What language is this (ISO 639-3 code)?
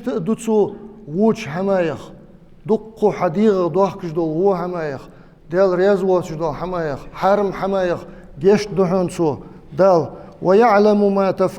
inh